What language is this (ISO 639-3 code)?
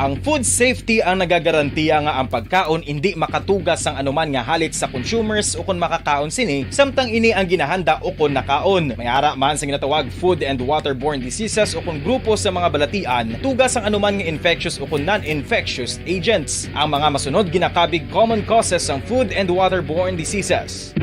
hil